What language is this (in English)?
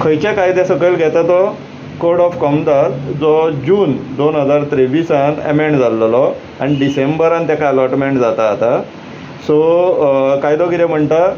Konkani